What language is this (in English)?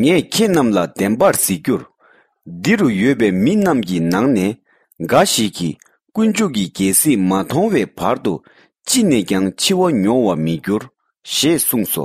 Tibetan